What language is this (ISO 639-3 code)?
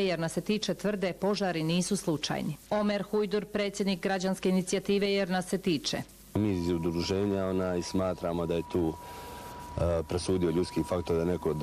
bos